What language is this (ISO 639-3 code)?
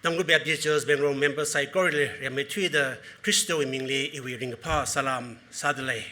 nmf